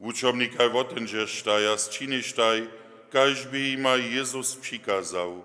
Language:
Upper Sorbian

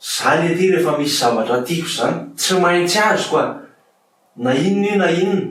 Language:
Malagasy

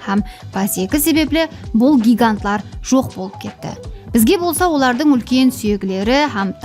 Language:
Kara-Kalpak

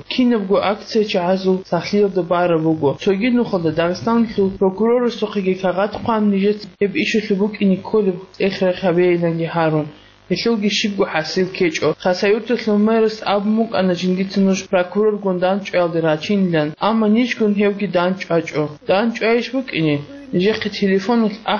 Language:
Avaric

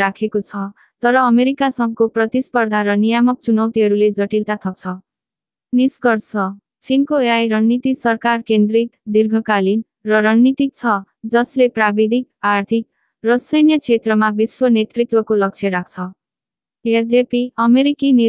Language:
Nepali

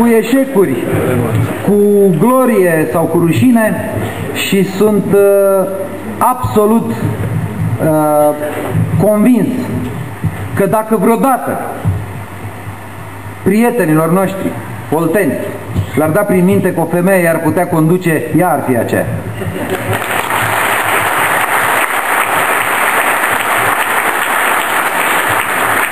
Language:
Romanian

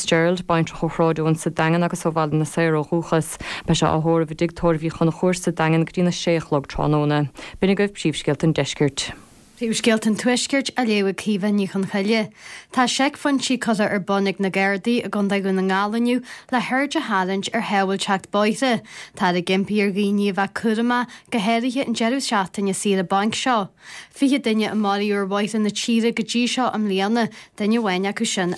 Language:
Irish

